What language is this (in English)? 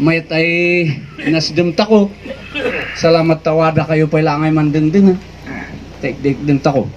Kankanaey